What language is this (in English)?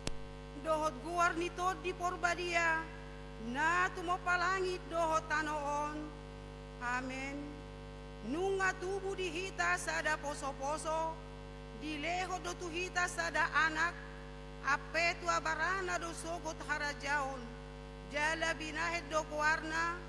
Batak Toba